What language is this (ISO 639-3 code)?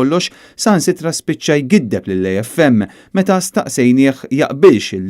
mlt